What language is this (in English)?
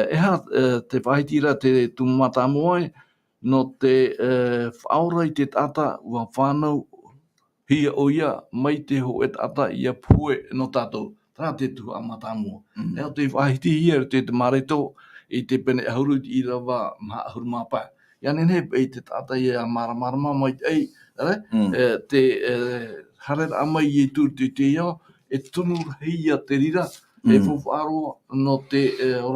Tahitian